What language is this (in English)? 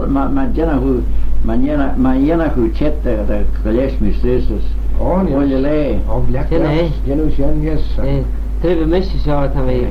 Manx